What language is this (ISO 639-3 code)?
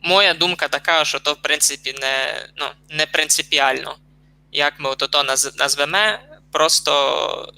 rue